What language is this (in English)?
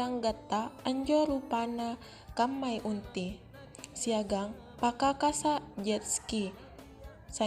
Makasar